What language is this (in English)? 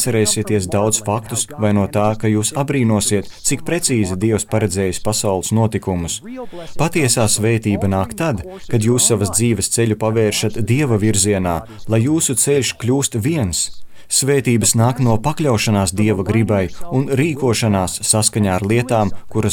Latvian